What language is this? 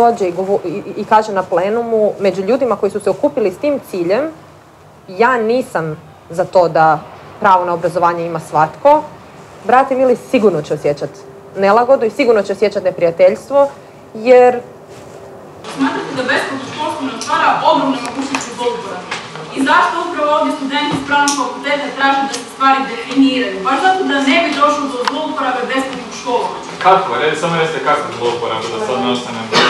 Croatian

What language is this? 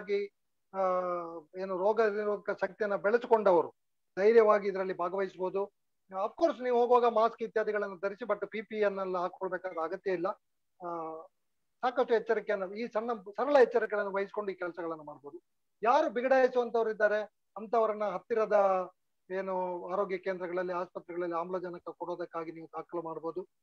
Kannada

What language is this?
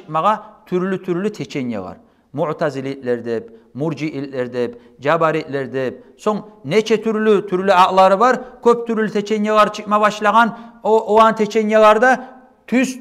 Kumyk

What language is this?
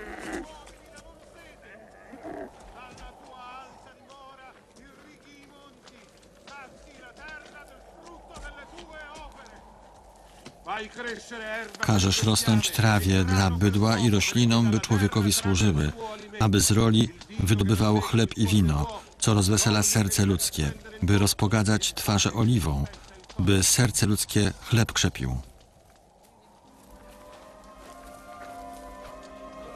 Polish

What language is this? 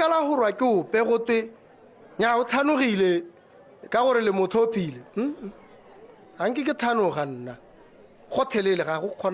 Tswana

